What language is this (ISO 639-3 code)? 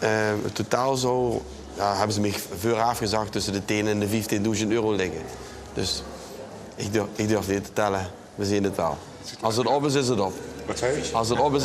lim